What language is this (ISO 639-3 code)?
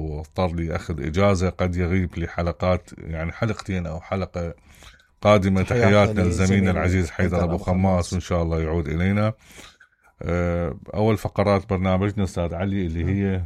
acm